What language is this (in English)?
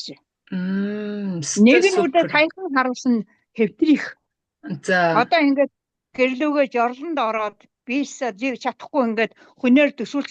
Mongolian